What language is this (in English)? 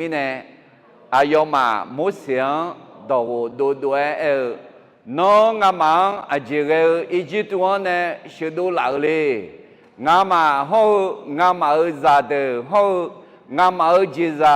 Akha